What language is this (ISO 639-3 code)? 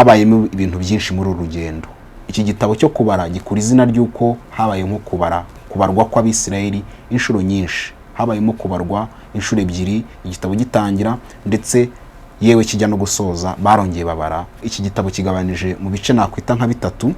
kin